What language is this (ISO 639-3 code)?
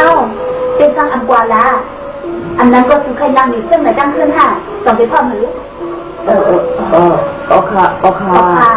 shn